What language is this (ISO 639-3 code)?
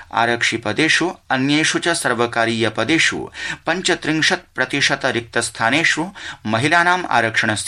san